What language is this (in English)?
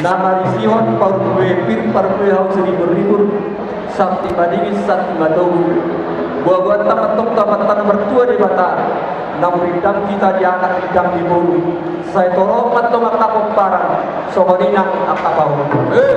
Batak Toba